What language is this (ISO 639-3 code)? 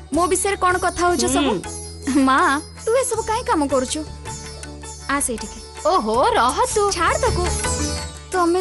ori